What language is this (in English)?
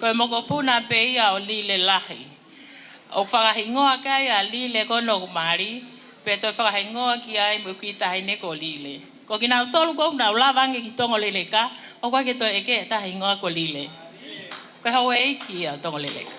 Tongan